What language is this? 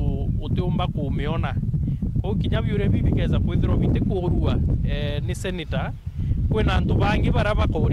Meru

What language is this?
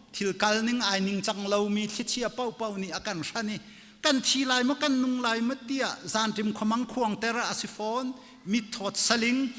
Hakha Chin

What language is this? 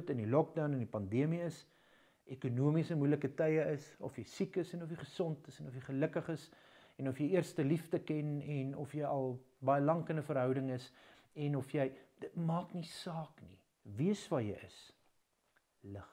Afrikaans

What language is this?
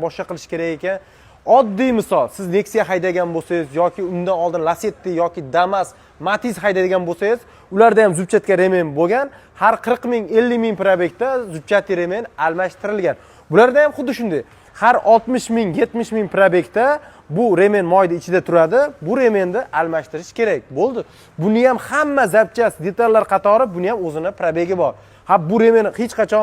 Uzbek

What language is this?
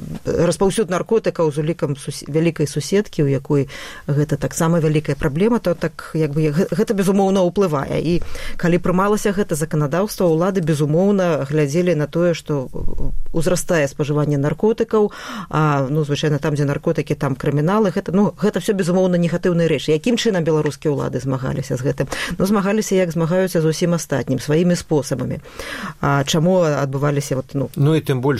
Belarusian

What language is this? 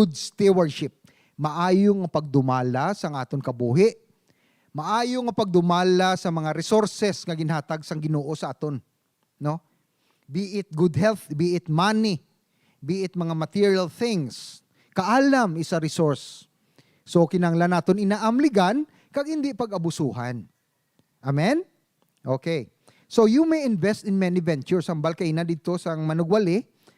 Hiligaynon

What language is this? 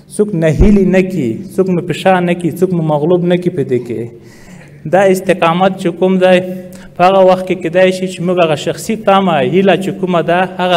Pashto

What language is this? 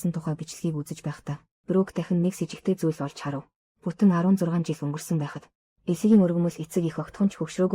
Mongolian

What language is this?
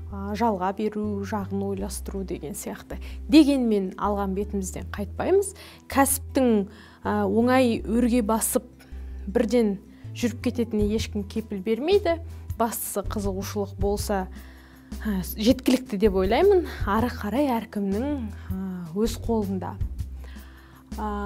Kazakh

